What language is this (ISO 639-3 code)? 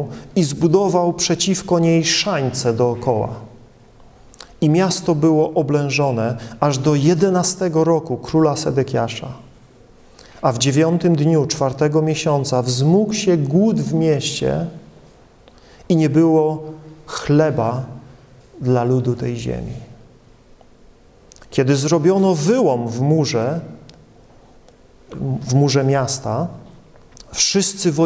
pol